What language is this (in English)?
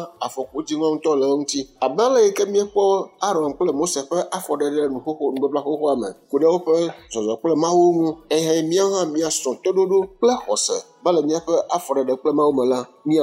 Ewe